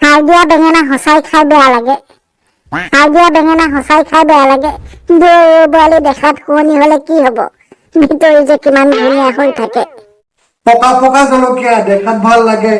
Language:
Assamese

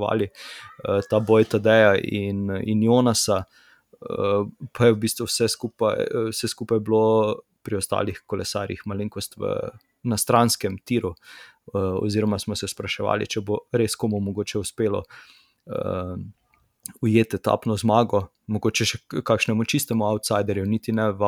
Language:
Slovenian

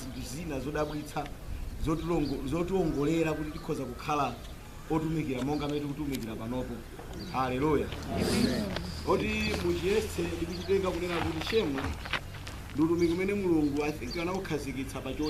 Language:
Nyanja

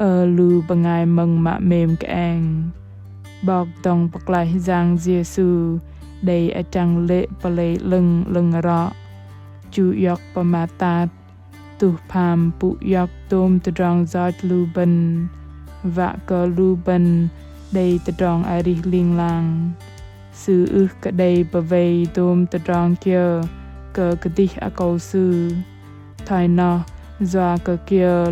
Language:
Bahnar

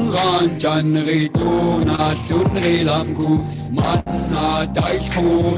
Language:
Inuktitut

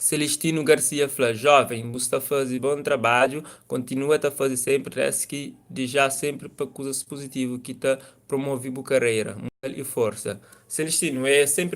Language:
Kabuverdianu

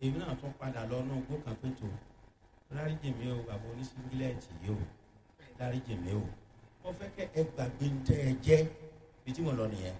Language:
Yoruba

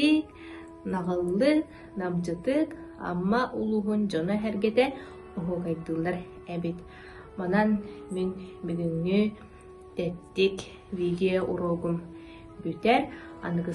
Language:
Yakut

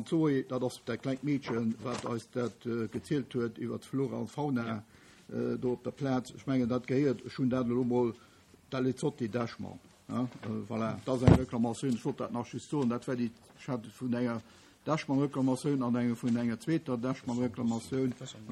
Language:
Luxembourgish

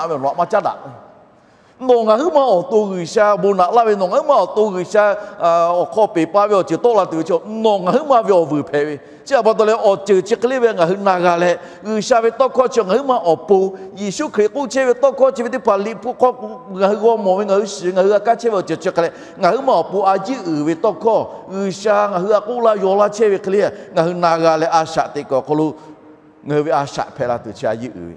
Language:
Lahu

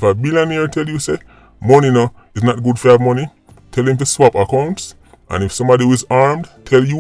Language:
Jamaican Creole English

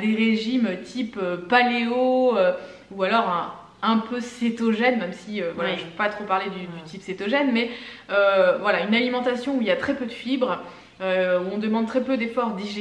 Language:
French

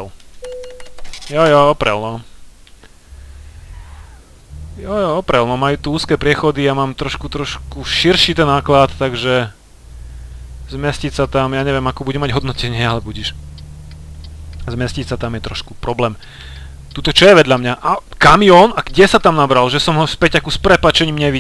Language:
Slovak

